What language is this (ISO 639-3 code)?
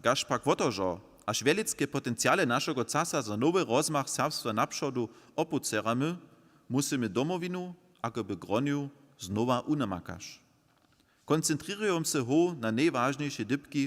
hsb